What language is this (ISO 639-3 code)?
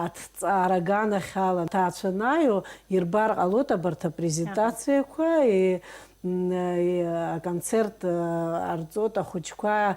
abk